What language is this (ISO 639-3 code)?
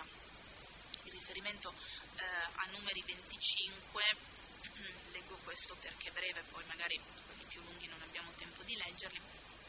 ita